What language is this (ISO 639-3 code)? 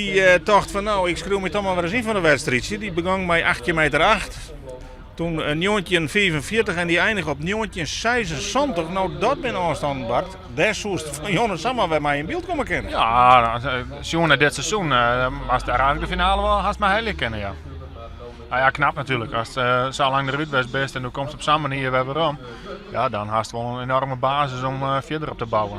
fry